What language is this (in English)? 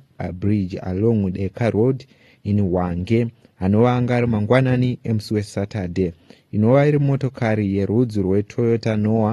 Shona